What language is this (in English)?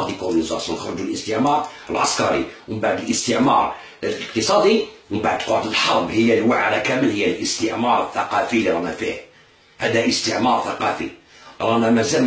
Algerian Arabic